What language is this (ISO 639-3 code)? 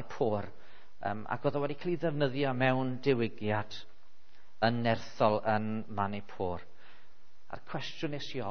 cym